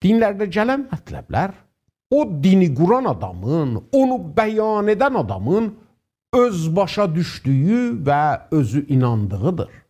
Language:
South Azerbaijani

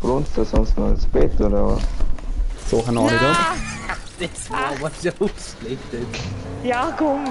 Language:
Bavarian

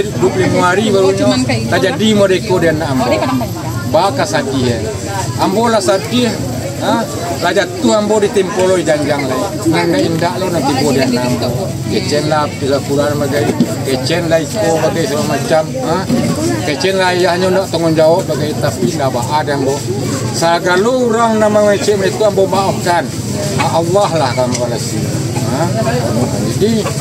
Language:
Minangkabau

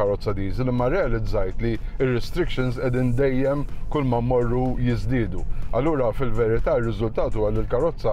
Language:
Maltese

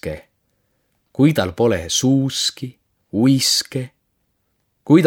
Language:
Estonian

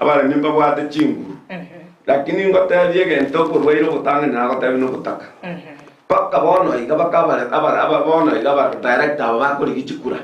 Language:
Gusii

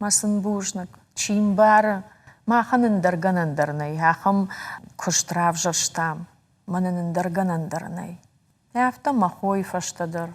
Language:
Ossetic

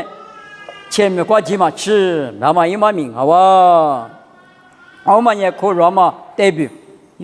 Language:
Lisu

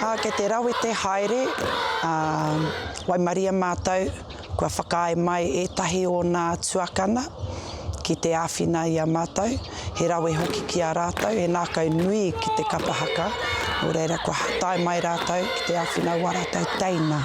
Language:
Māori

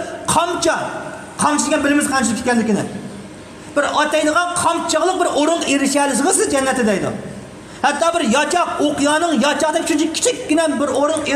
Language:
Uyghur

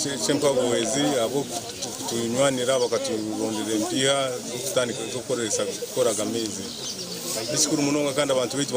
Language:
Nyankole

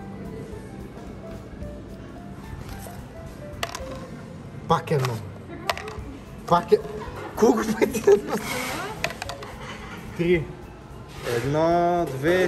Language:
Bulgarian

